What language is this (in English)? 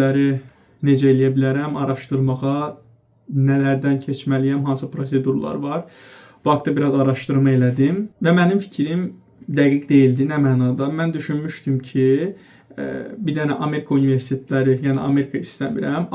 Azerbaijani